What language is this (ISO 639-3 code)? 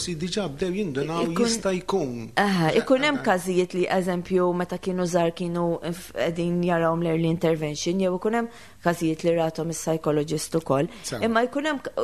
mlt